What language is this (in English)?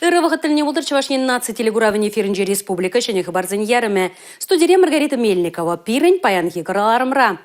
Chuvash